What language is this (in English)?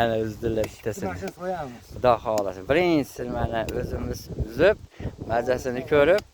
Uzbek